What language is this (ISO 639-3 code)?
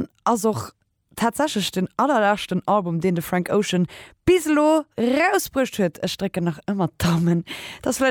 ltz